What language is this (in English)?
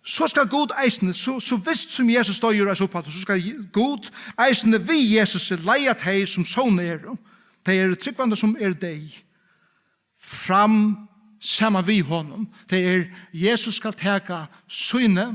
Faroese